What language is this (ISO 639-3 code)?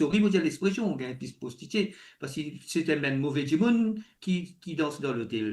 mfe